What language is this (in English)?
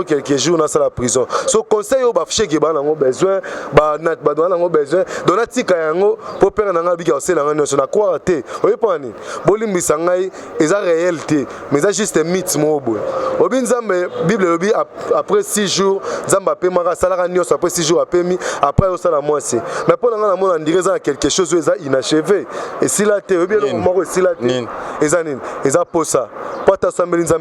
Lingala